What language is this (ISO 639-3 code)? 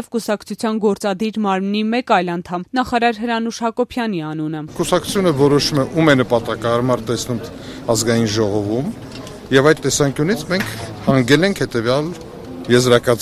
hye